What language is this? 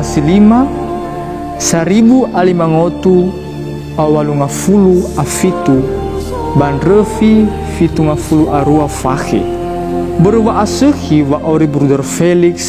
Nias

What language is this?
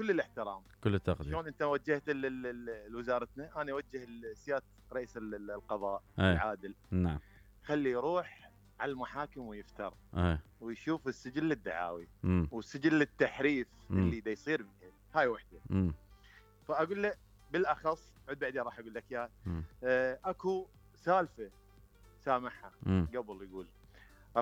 Mesopotamian Arabic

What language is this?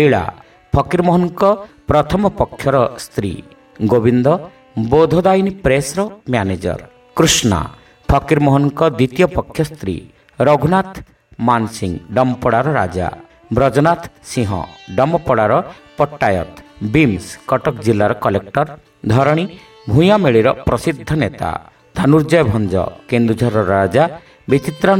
Odia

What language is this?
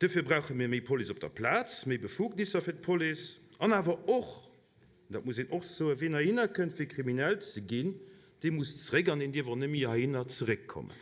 Luxembourgish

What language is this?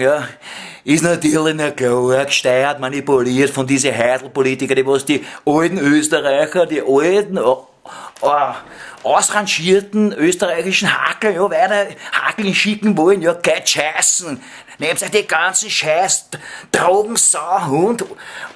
Bavarian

